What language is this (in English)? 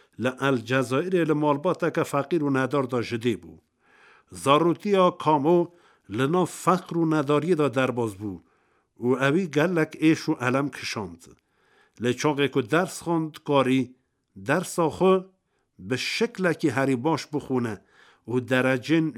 Kurdish